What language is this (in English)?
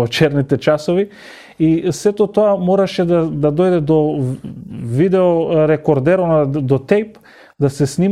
Macedonian